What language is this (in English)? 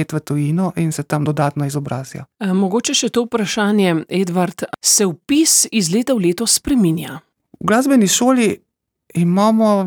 Slovenian